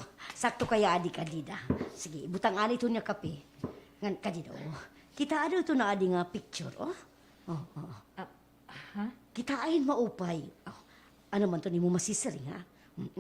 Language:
Waray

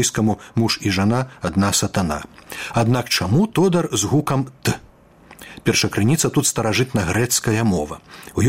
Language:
Belarusian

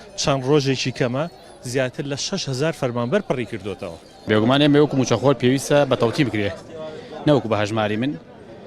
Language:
Central Kurdish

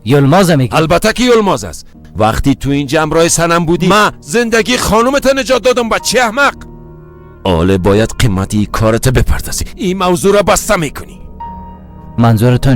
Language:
Persian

